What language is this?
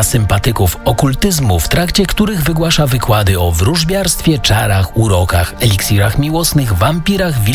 Polish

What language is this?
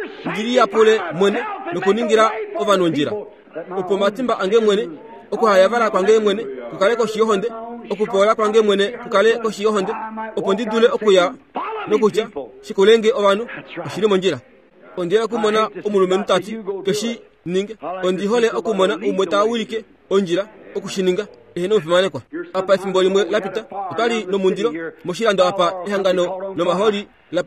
Kuanyama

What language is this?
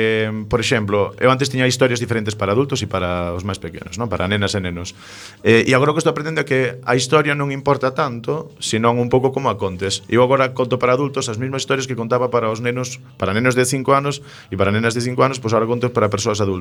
Galician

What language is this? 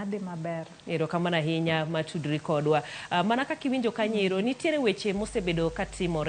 Luo (Kenya and Tanzania)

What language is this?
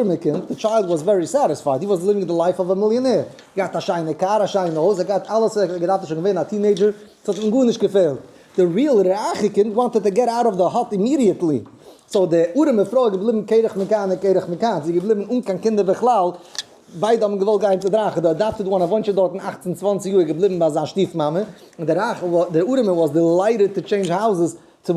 Yiddish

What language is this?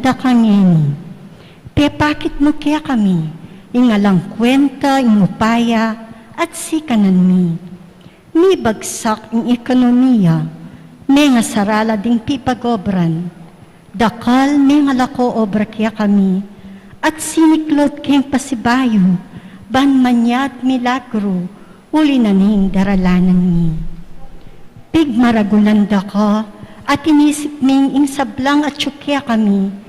Pampanga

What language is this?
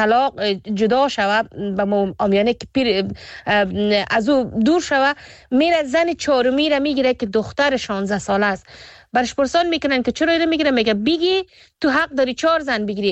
Persian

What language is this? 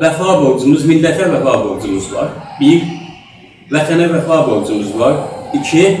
South Azerbaijani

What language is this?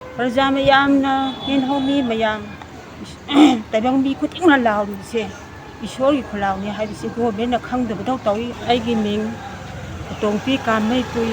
Manipuri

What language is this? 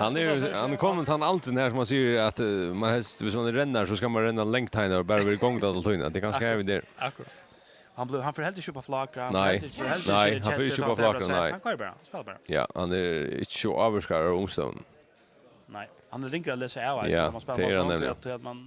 Faroese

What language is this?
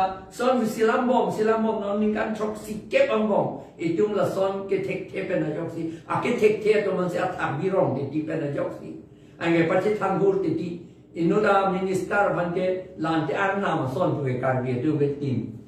Karbi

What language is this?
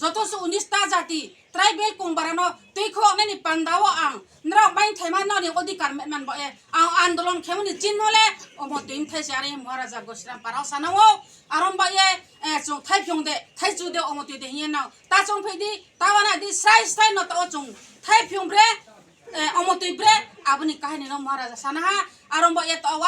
Riang (India)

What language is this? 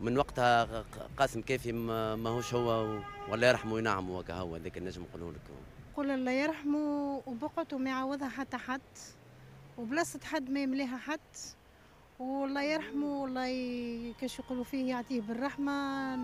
Tunisian Arabic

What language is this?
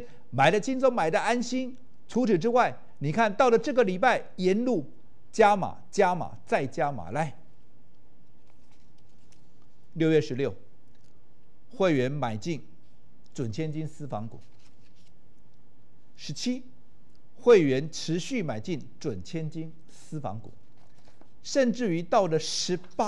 Chinese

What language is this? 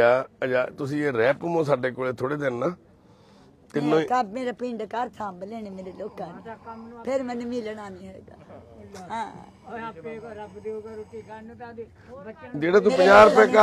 Punjabi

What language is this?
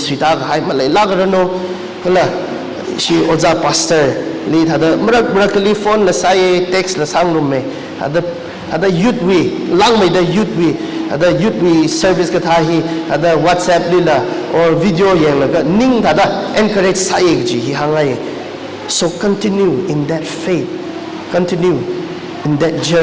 Tangkhul Naga (India)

